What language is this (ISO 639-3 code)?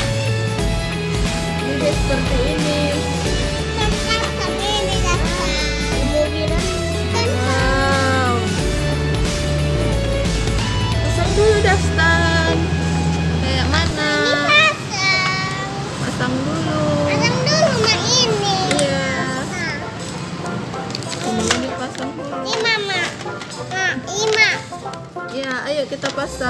ind